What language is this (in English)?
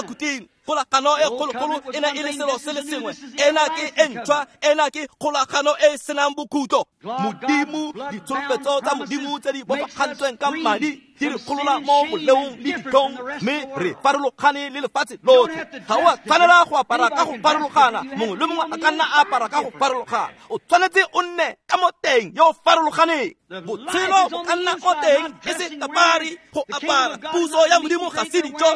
Tswana